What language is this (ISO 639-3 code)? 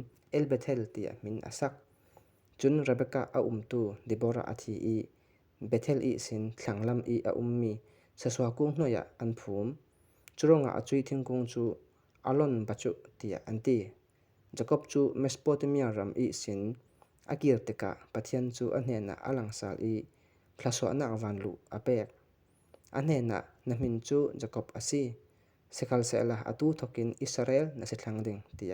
cfm